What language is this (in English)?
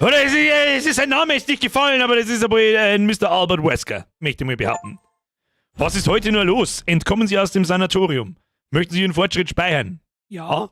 Bavarian